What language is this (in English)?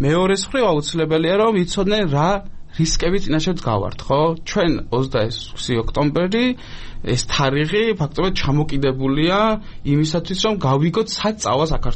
Georgian